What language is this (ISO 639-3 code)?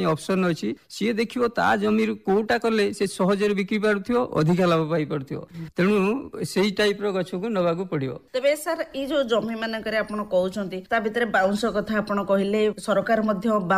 ori